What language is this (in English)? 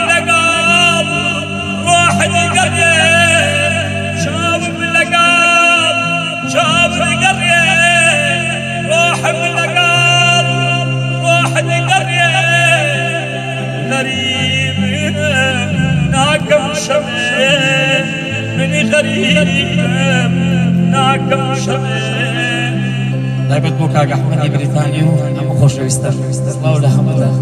Central Kurdish